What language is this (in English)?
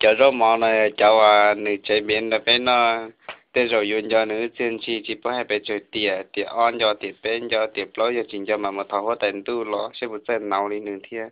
Hmong